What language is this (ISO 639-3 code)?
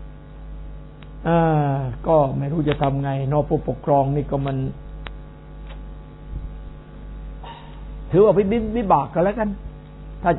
tha